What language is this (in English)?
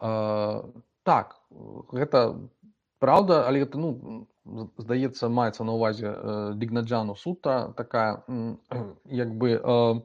Belarusian